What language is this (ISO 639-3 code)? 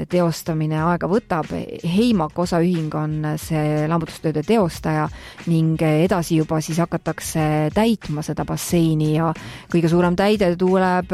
est